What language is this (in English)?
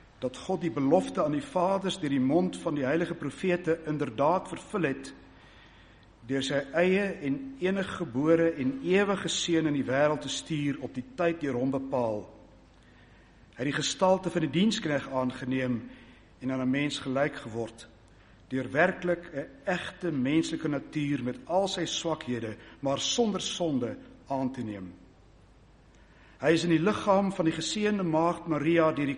Afrikaans